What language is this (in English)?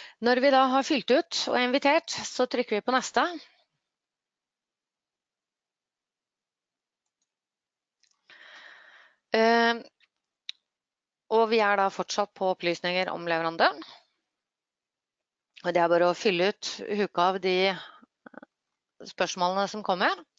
Norwegian